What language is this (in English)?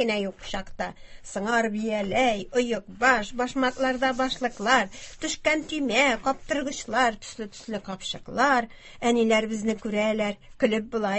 Tatar